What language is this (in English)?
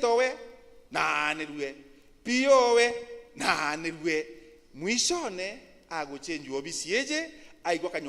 Meru